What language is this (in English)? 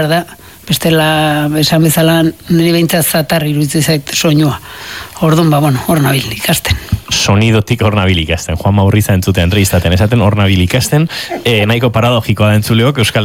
Basque